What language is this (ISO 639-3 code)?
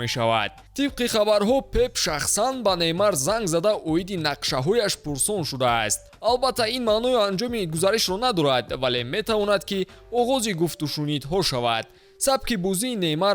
tgk